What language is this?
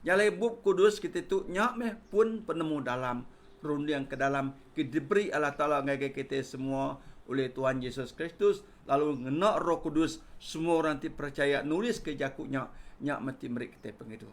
Iban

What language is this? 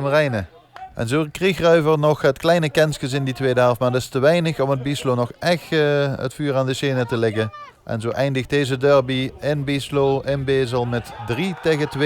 Limburgish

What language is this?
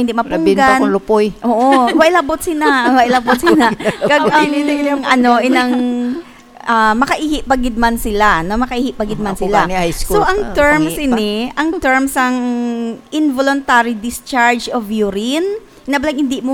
Hiligaynon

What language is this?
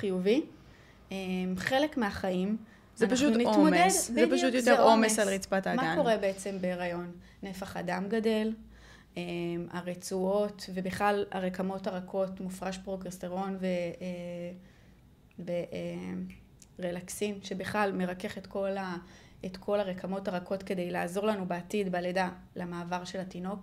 Hebrew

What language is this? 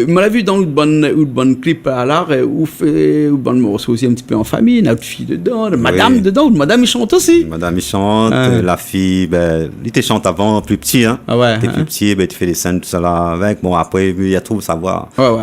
Réunion Creole French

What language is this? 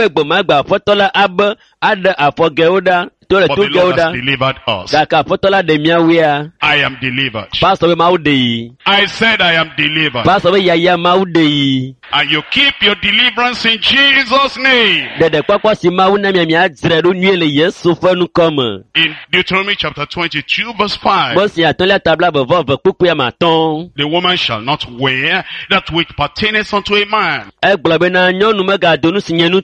Ewe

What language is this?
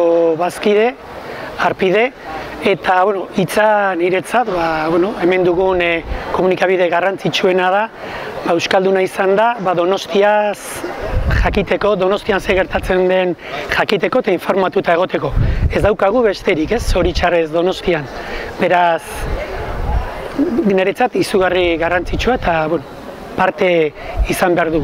Basque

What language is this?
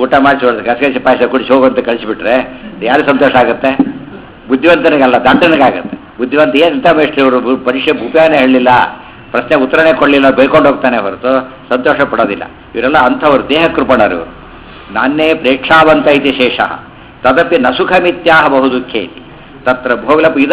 Kannada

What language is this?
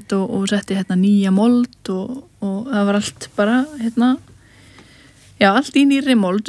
Icelandic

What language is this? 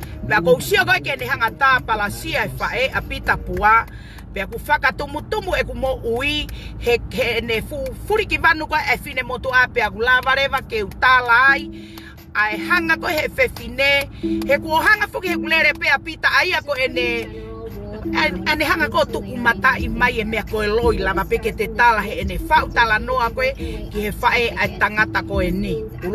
Tongan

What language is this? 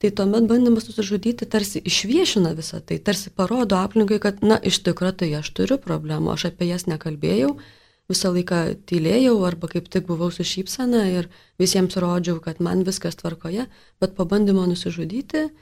Lithuanian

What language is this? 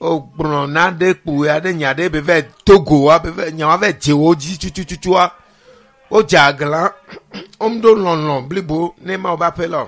Ewe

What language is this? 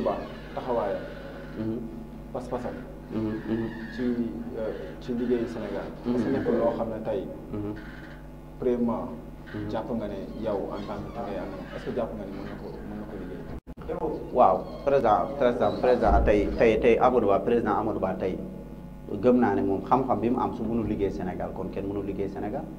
Wolof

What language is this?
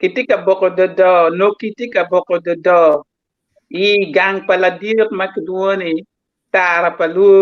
Acoli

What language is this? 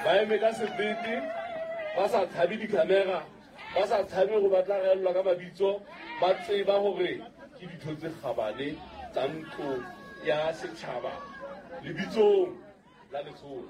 Southern Sotho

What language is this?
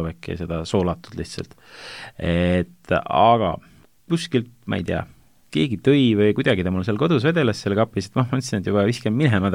Estonian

